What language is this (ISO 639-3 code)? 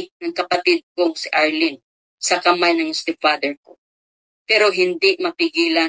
fil